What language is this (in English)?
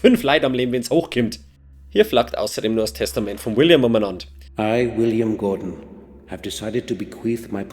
Bavarian